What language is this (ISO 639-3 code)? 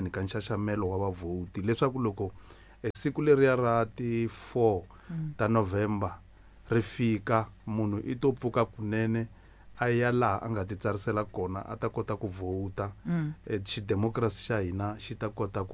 tso